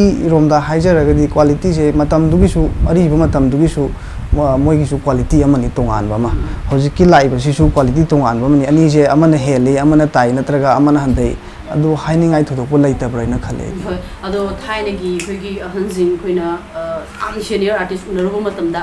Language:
Manipuri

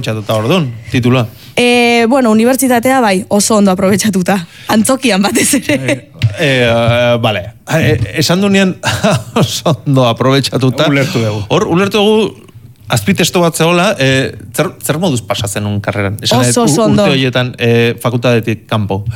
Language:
Basque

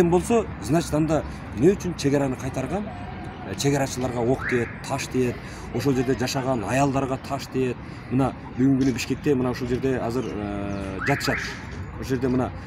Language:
Kyrgyz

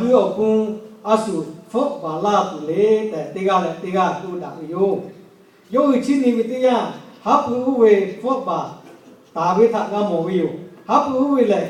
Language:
Lahu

